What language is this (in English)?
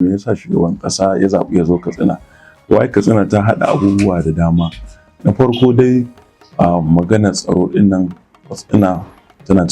Hausa